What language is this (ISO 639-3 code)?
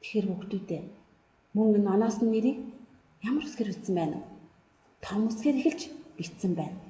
mon